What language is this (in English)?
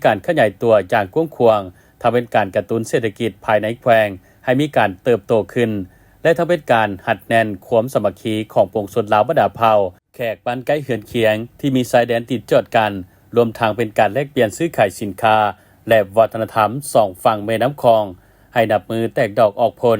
Lao